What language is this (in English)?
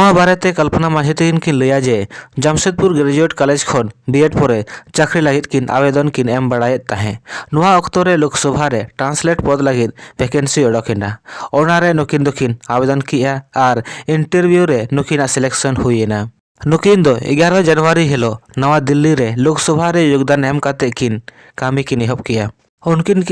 Santali